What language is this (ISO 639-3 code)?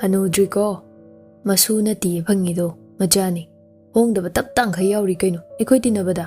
mni